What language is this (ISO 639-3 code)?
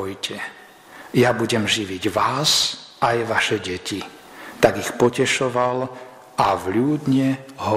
slk